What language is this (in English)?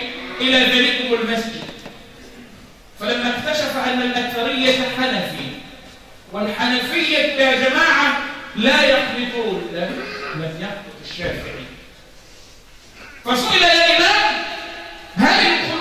Arabic